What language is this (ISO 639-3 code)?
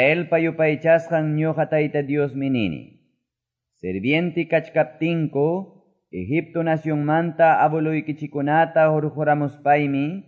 que